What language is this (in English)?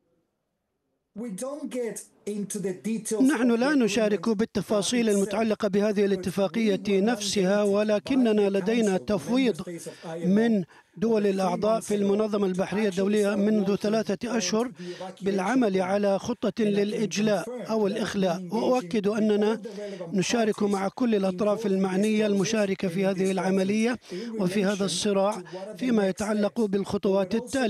Arabic